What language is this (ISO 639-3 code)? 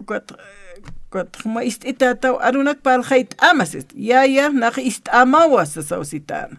aym